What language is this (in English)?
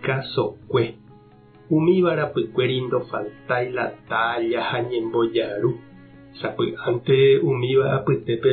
Guarani